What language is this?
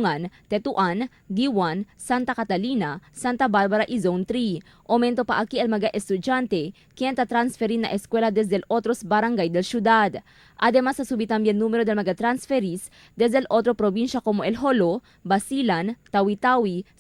Chavacano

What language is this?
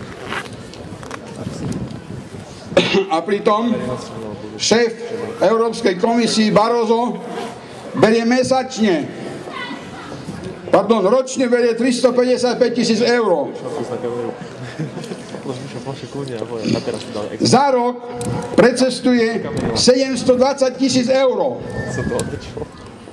Slovak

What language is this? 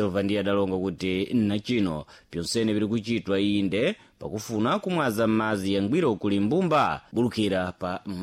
Sena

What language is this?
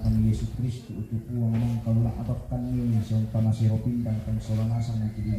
Toraja-Sa'dan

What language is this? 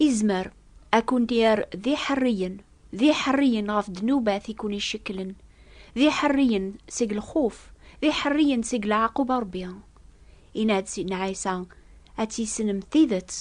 Kabyle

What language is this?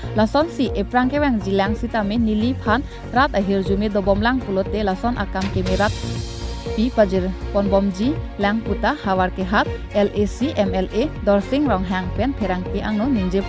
Karbi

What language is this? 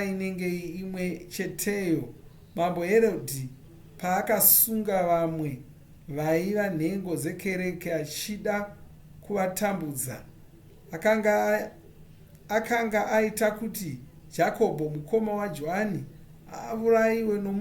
Shona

